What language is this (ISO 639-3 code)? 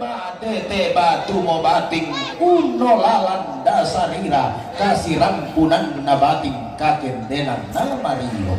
sda